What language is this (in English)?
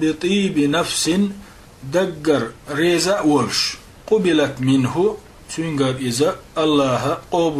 Chechen